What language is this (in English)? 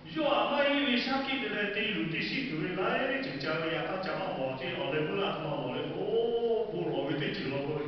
Lahu